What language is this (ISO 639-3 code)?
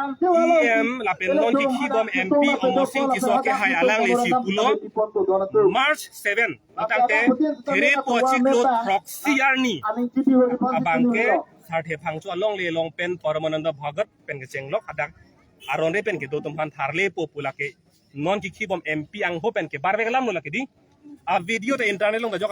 mjw